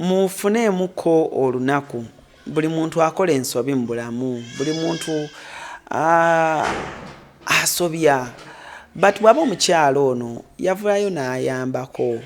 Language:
Ganda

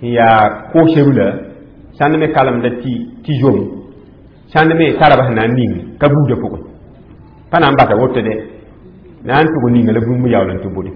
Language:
Mossi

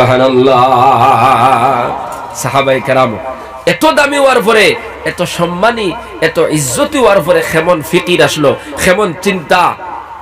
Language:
Bangla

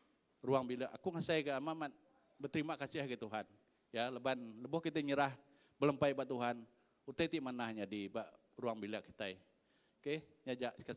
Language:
Iban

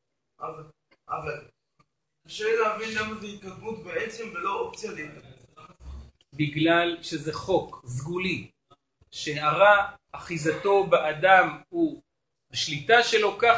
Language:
Hebrew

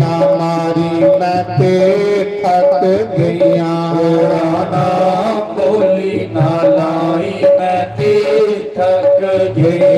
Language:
Dogri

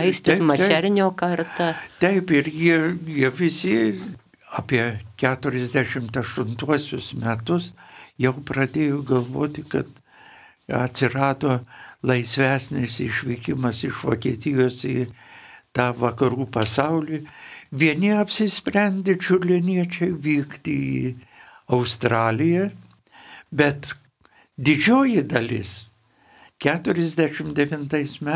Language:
Lithuanian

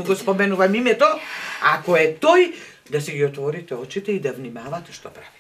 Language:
Macedonian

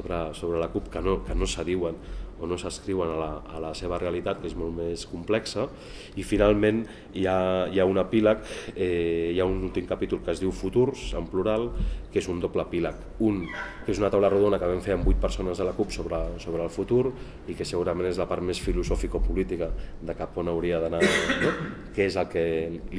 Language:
Catalan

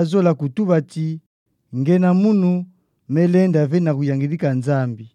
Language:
Kituba (Democratic Republic of Congo)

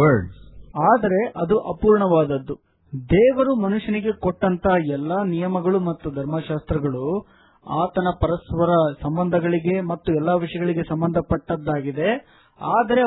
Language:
Kannada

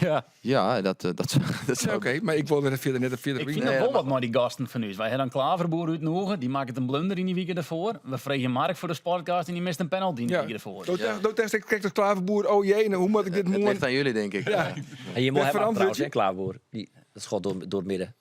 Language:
Western Frisian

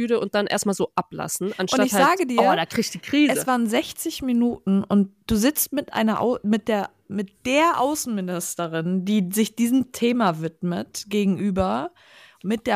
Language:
German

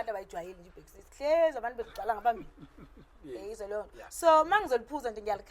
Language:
Zulu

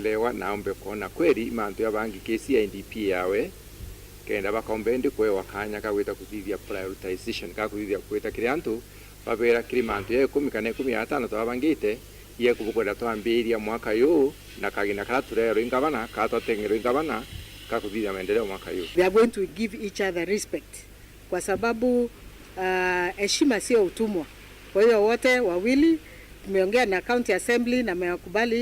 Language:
Meru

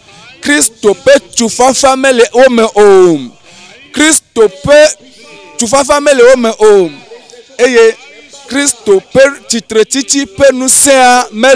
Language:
Ewe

